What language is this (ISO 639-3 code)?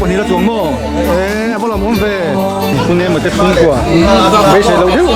lus